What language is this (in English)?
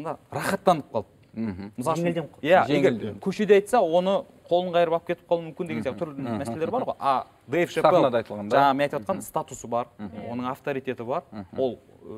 Kazakh